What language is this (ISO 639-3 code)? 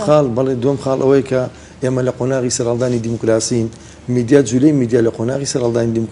ckb